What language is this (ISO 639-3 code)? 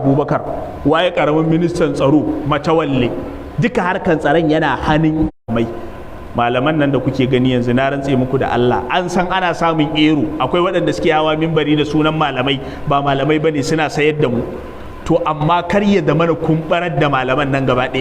hau